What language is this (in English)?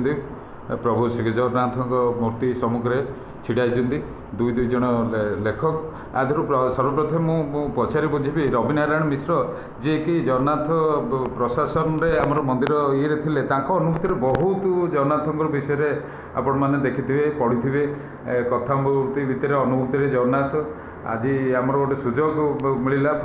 Odia